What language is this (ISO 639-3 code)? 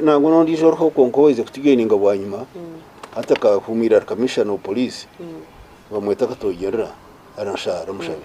nyn